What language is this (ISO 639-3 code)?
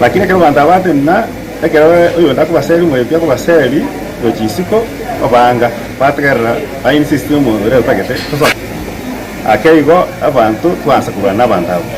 guz